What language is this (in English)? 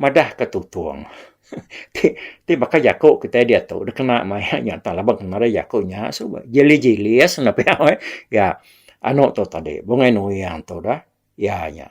Iban